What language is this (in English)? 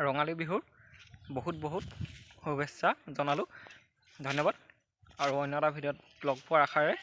Assamese